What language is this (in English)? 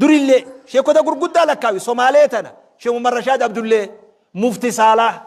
Oromo